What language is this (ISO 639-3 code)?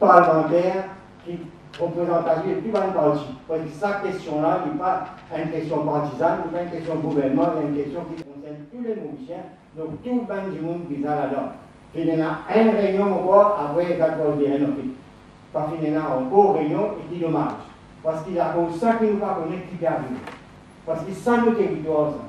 mfe